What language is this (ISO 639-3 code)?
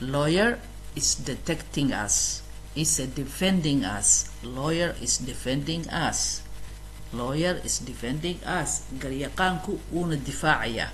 som